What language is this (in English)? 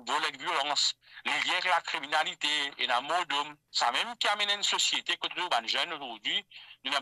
Morisyen